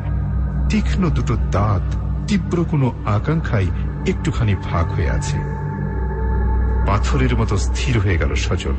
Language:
Bangla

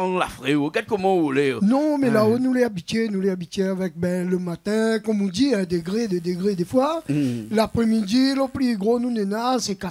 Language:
Réunion Creole French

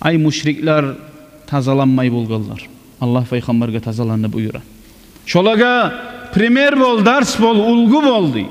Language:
Kumyk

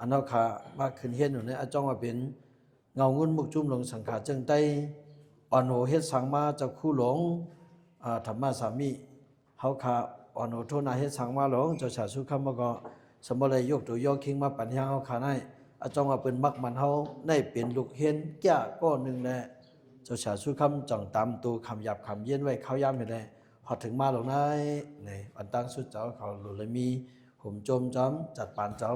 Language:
Shan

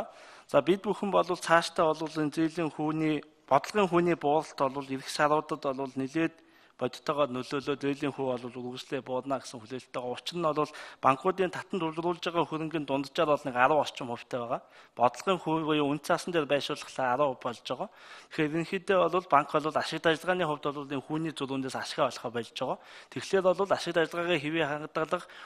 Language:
Mongolian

